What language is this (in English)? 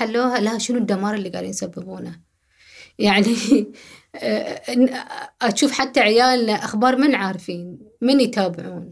Gulf Arabic